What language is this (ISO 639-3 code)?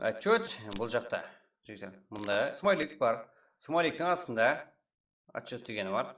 kaa